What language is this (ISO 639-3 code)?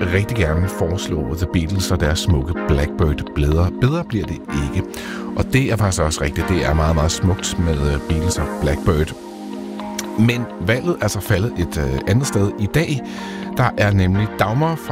dan